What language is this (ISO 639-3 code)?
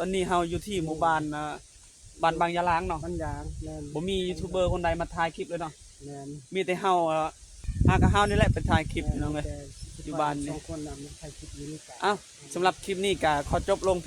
lao